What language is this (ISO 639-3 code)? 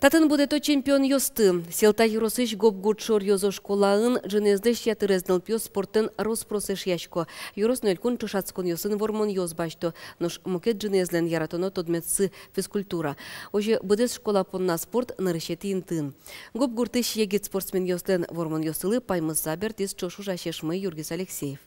udm